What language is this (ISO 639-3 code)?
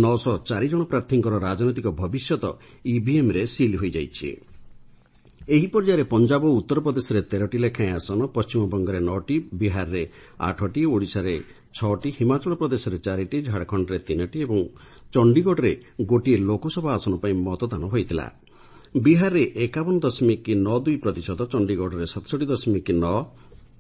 ori